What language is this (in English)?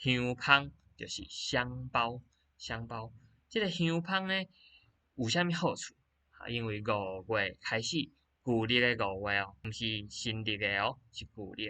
Min Nan Chinese